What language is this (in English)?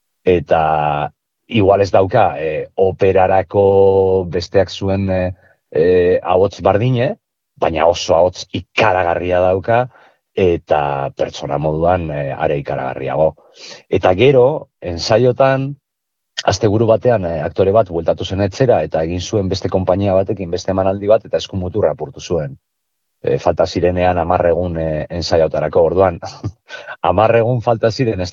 Basque